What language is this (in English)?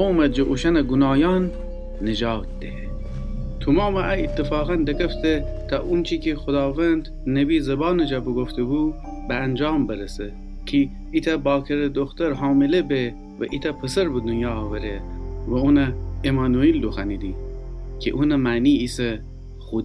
Gilaki